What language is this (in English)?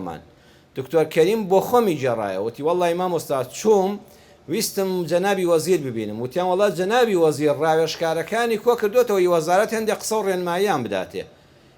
Central Kurdish